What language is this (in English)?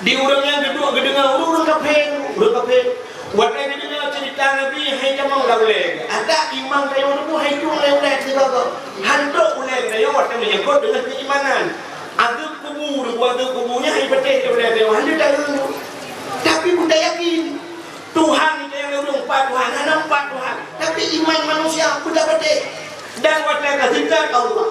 Achinese